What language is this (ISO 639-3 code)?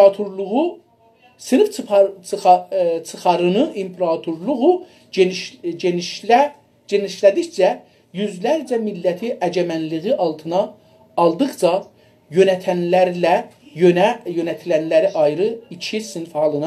azb